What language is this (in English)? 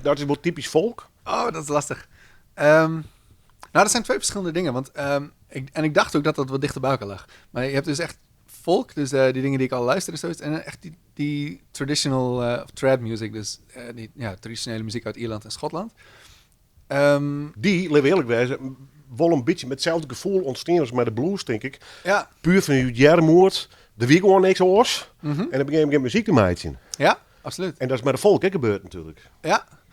Western Frisian